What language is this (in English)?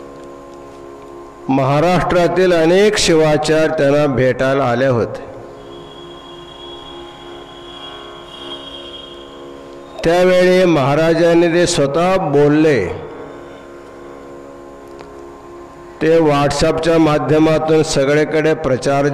Marathi